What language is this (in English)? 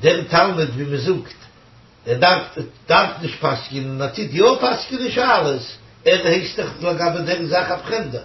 Yiddish